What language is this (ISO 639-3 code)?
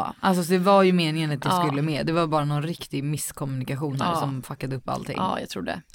swe